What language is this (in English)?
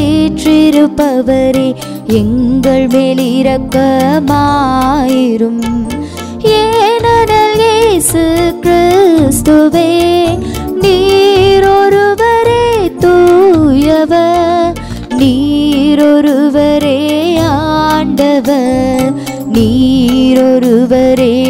Tamil